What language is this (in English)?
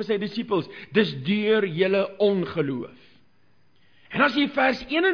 Afrikaans